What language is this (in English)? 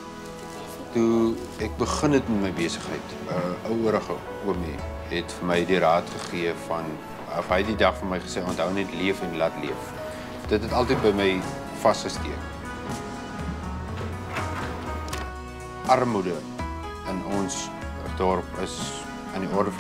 Afrikaans